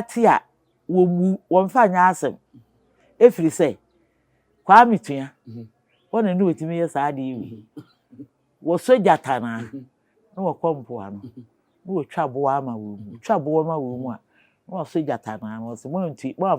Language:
Akan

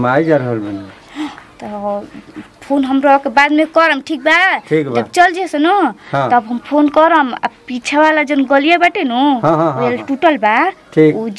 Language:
Bhojpuri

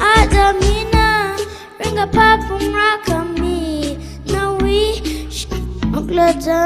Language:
Tangkhul Naga (India)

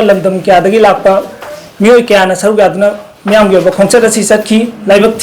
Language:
Manipuri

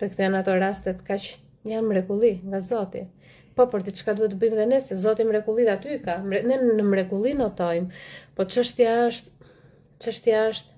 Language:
Albanian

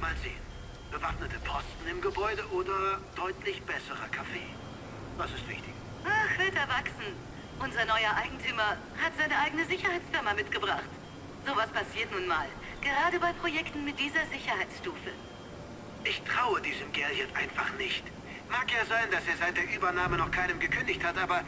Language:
Bavarian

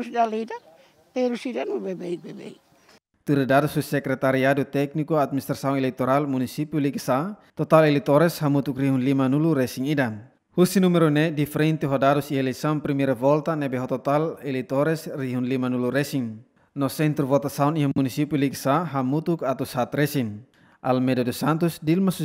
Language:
Tetum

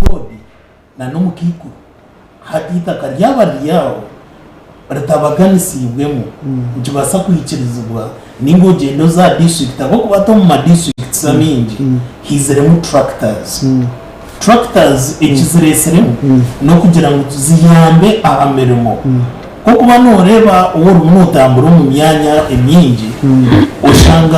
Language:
Nyankole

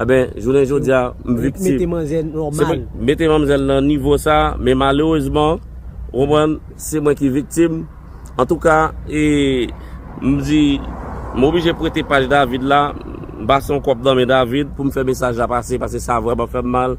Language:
Haitian Creole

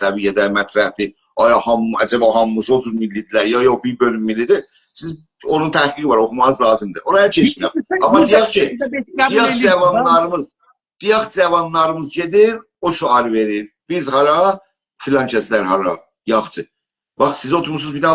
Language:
South Azerbaijani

